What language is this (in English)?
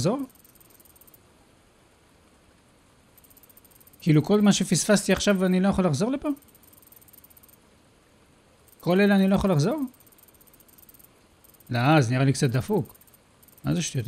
Hebrew